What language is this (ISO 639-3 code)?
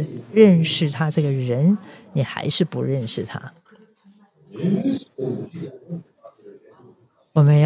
zho